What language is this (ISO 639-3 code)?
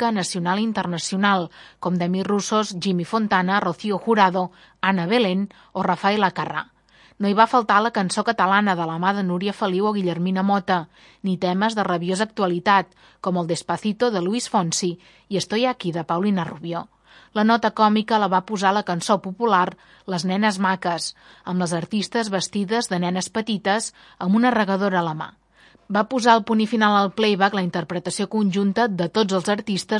cat